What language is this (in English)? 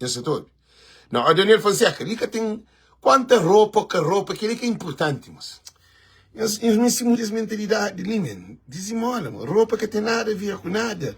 Kabuverdianu